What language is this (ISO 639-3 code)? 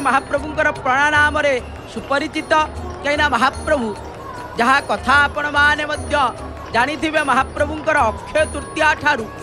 ori